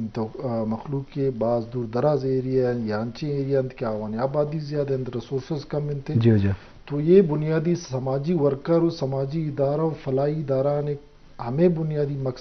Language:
Eastern Balochi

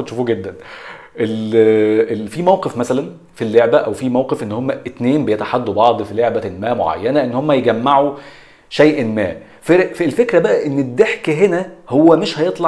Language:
Egyptian Arabic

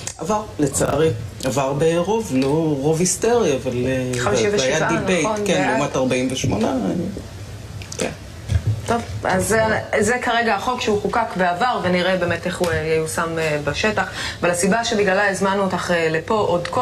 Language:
Hebrew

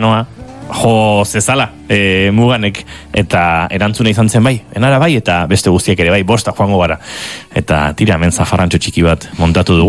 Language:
Basque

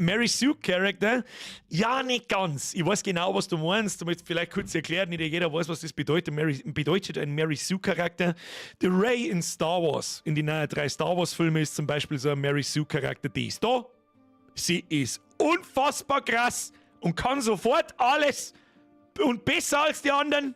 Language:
Bavarian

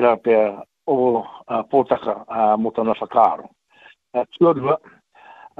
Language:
Māori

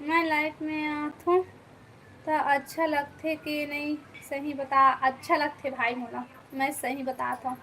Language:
Chhattisgarhi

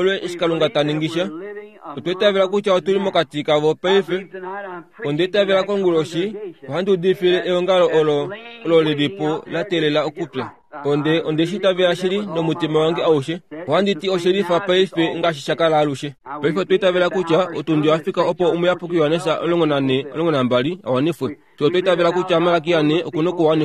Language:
Kuanyama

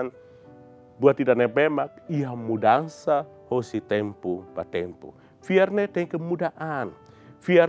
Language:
Tetum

